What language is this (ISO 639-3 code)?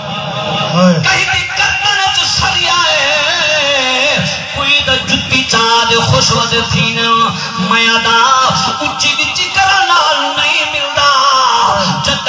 skr